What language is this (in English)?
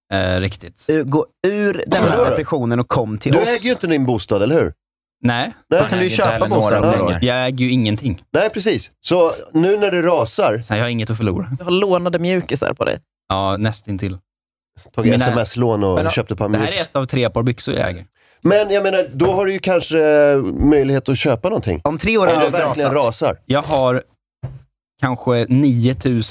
Swedish